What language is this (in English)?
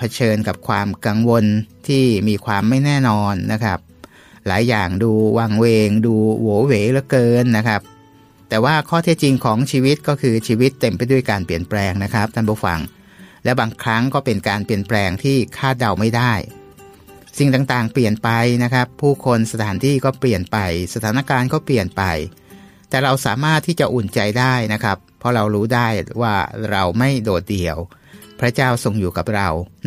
Thai